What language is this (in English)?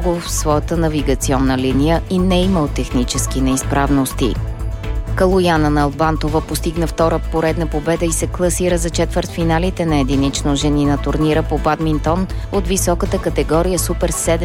Bulgarian